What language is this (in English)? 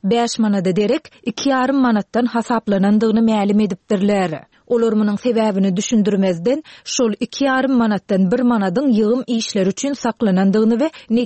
Turkmen